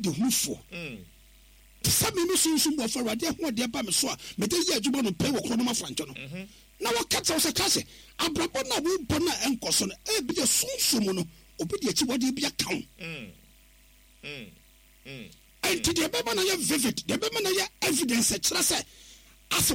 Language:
Akan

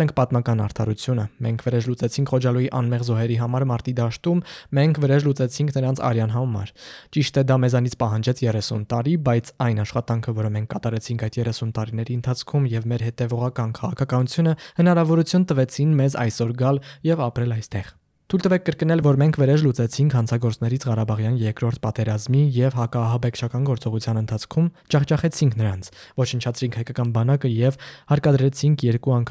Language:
Armenian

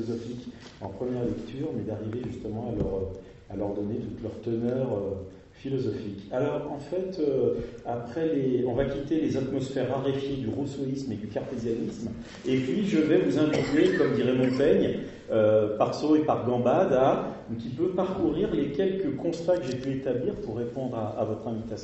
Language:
French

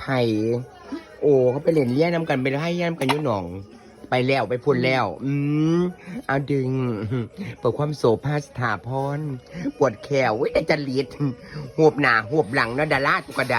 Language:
Northeastern Thai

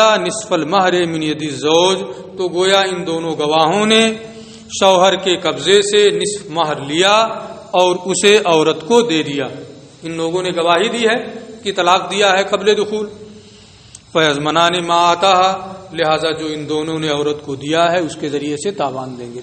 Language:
Urdu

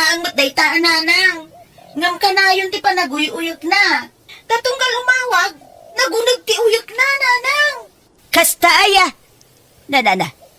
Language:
Iloko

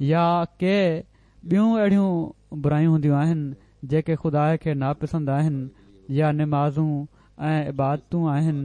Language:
Sindhi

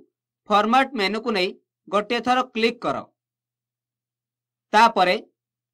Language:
Odia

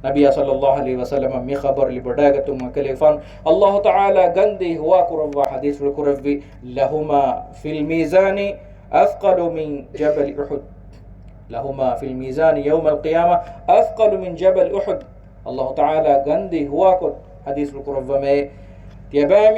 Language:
Divehi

